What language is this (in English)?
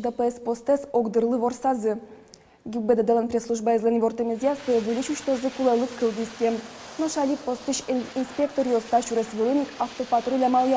Udmurt